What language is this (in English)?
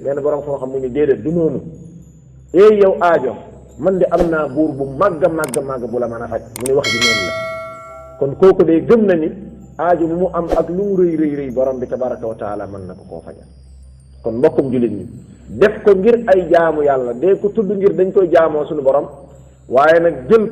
Wolof